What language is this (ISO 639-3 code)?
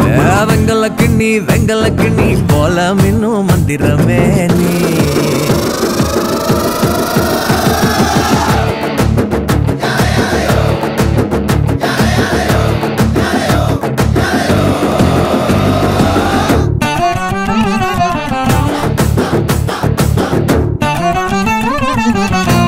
tam